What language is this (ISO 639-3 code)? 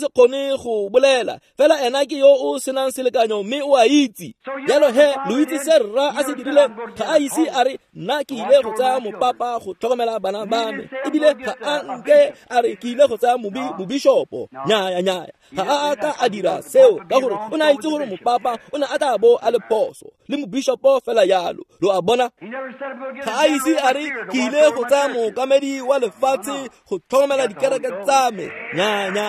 tsn